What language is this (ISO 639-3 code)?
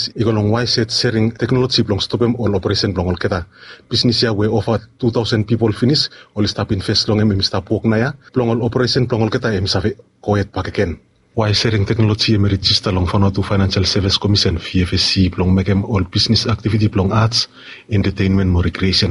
bis